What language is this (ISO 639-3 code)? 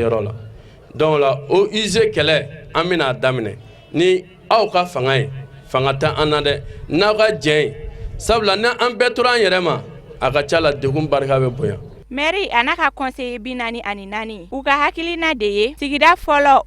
bam